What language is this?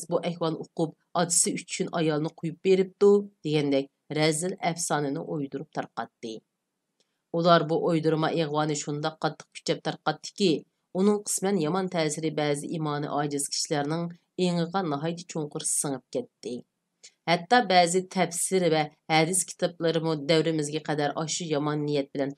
Uyghur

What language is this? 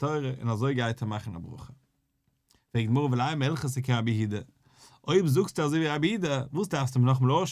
Yiddish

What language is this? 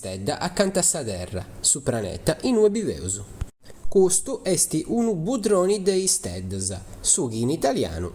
Sardinian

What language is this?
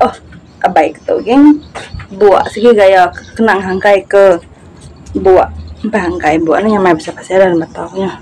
Iban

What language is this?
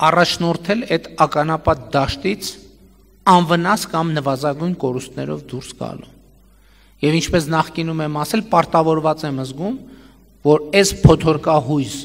Armenian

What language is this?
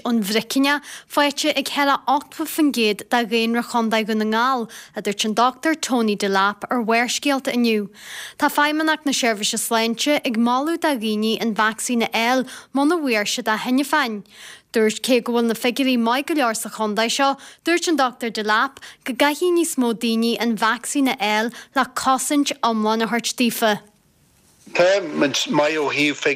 Irish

